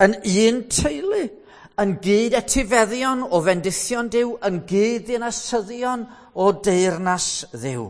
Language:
Welsh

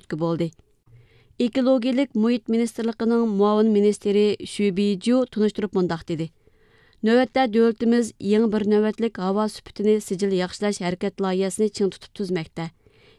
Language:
Uyghur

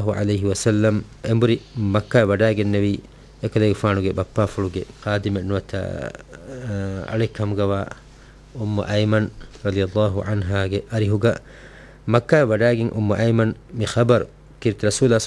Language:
Divehi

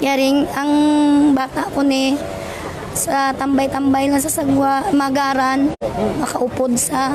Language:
Hiligaynon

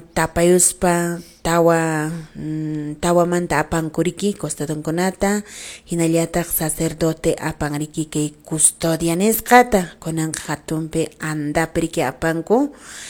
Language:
Quechua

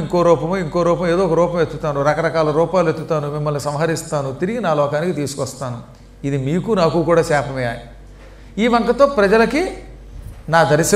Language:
Telugu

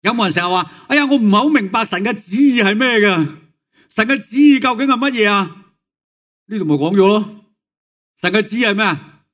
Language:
Cantonese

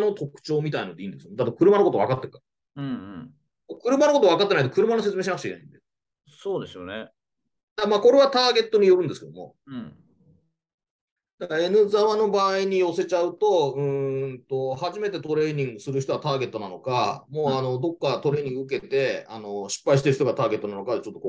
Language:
Japanese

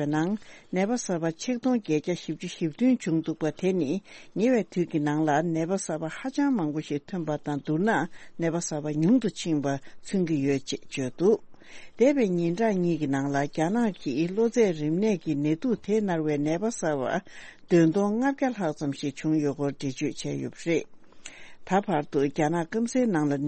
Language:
Tibetan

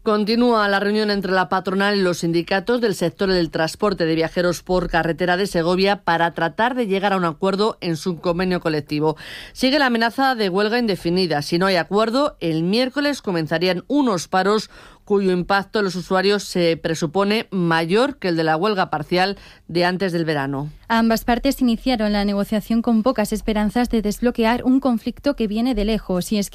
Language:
Spanish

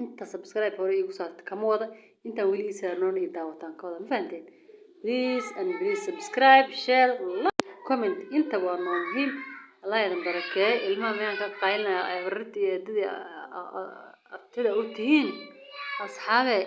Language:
Somali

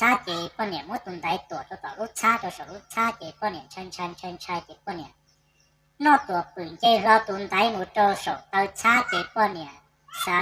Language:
Hmong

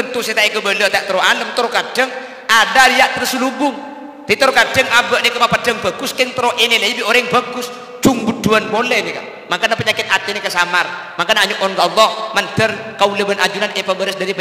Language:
Madurese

